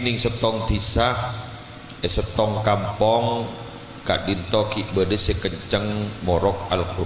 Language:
Madurese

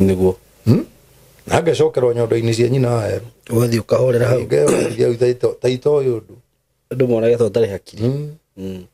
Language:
Kikuyu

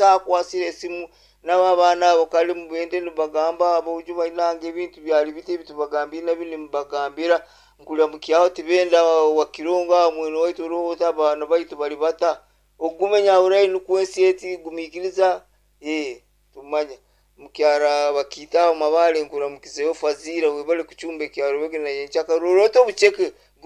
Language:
Nyoro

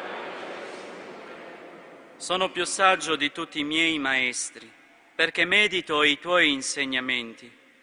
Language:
Italian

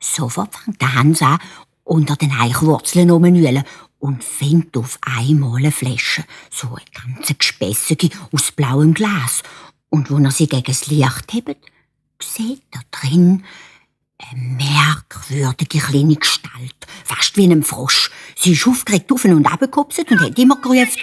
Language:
Swiss German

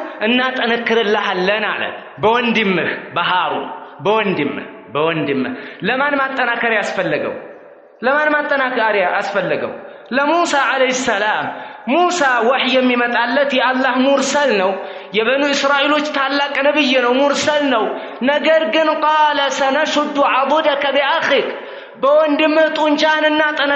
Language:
Amharic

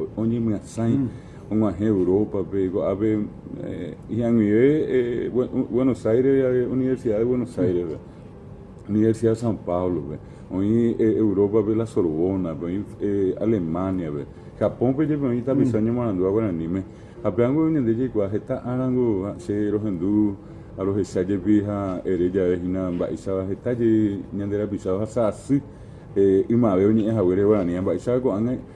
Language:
Guarani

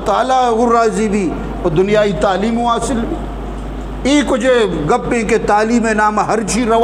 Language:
Eastern Balochi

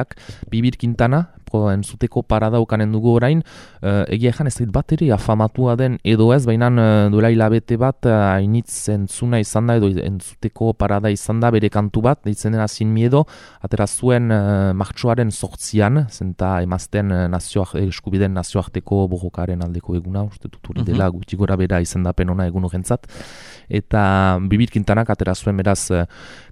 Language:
Basque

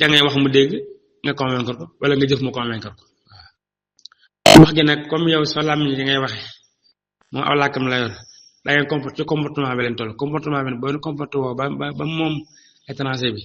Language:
Wolof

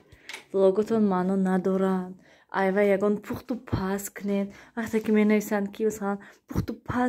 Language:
Tajik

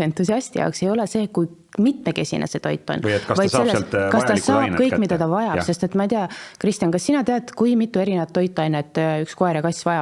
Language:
Estonian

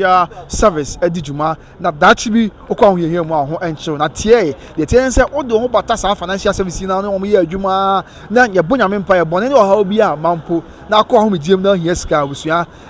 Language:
Akan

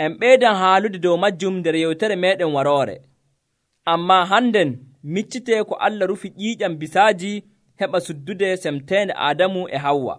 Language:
Nigerian Fulfulde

